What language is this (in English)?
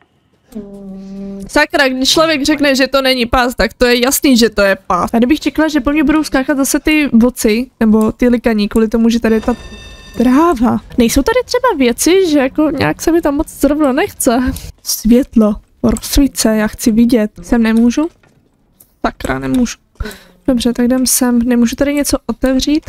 Czech